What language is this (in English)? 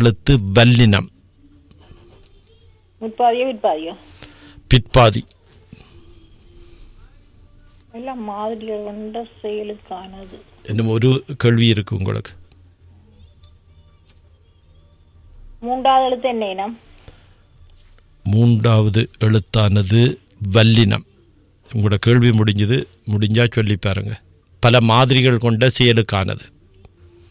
Tamil